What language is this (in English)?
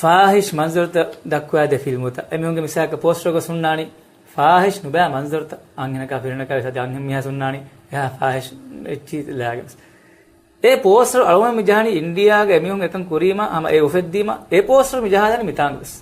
Divehi